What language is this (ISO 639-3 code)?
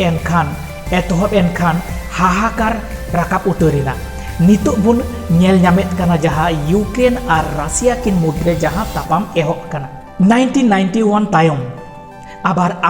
sat